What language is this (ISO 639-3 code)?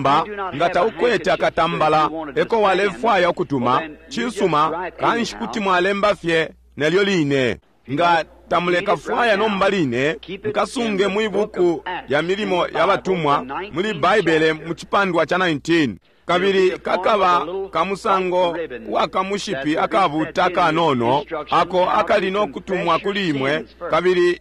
bem